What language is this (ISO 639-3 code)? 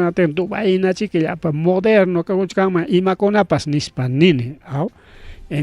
quy